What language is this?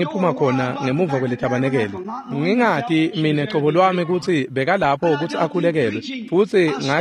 Swati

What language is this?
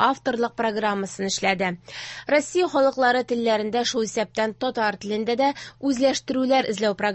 Tatar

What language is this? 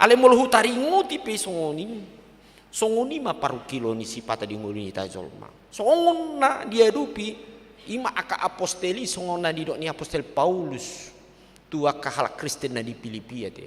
Batak Toba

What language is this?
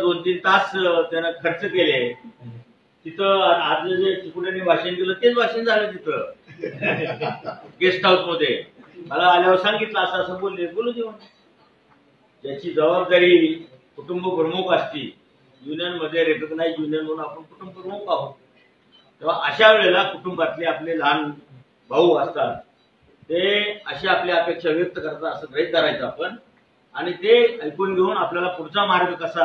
Marathi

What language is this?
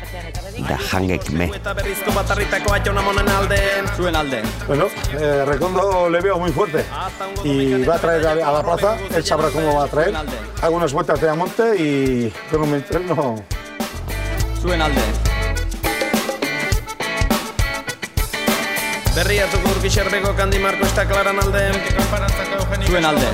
Basque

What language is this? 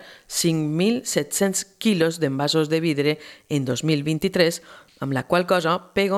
Catalan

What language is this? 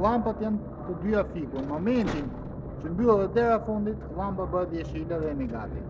Albanian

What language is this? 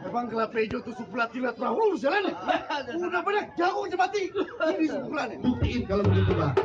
Betawi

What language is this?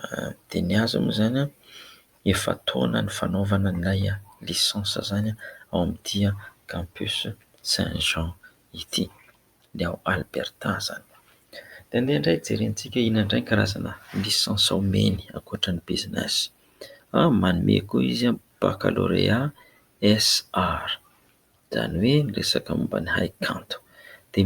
Malagasy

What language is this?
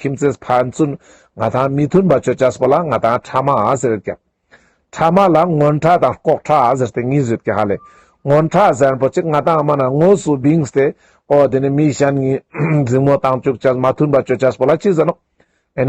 Ladakhi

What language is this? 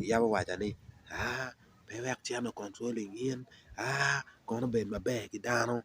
Acoli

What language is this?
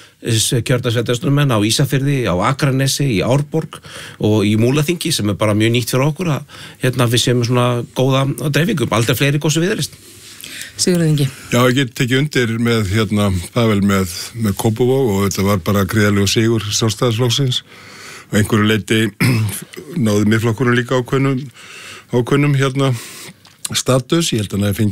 Icelandic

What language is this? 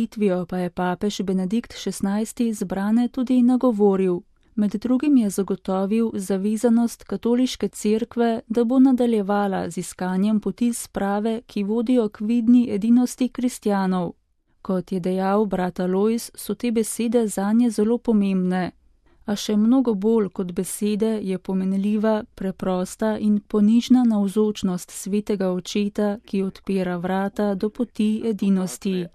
Slovenian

